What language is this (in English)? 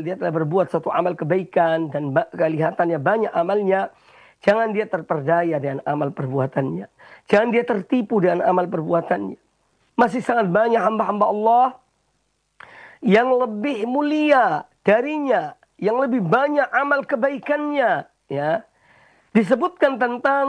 Indonesian